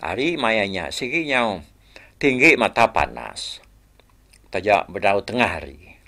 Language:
Iban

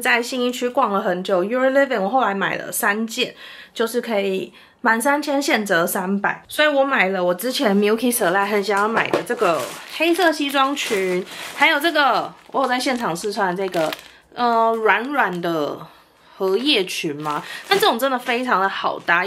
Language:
Chinese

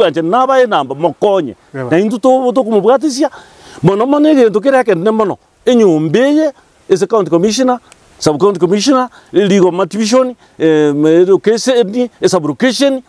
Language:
Gusii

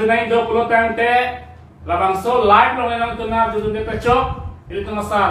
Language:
Karbi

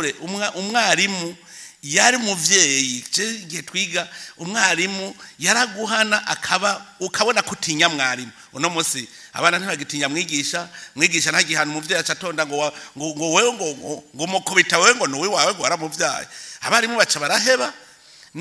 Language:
Rundi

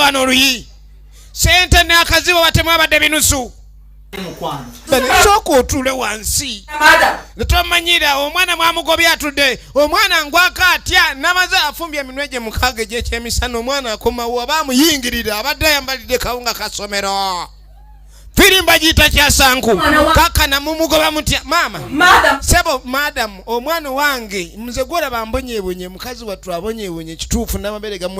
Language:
Ganda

